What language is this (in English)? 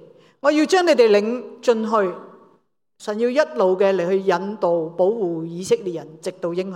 Cantonese